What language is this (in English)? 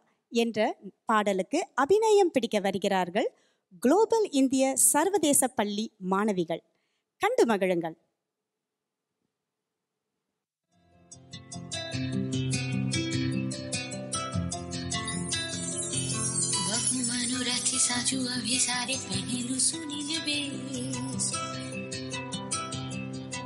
Tamil